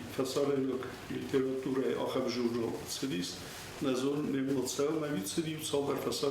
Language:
Ossetic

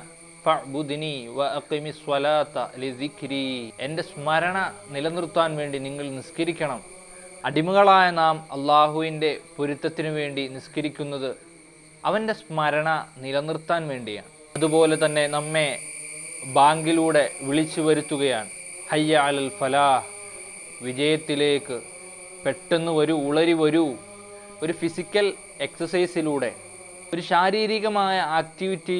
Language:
Malayalam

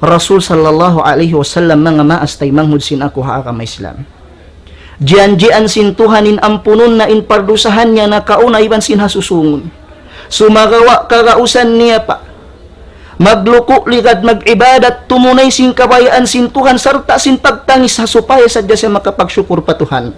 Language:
Tausug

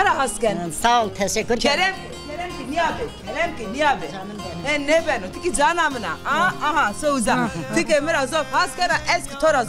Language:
Zaza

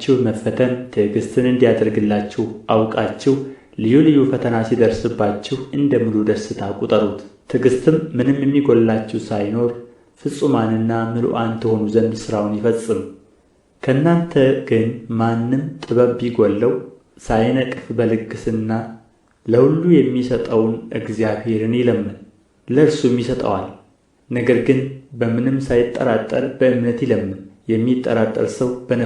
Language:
Amharic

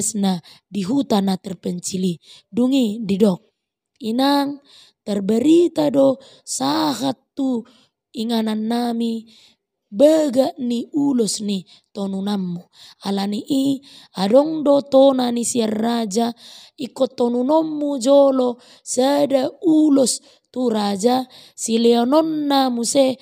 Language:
Batak Toba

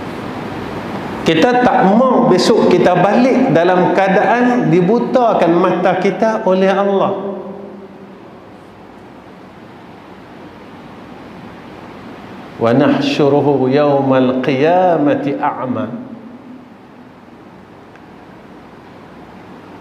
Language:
Malay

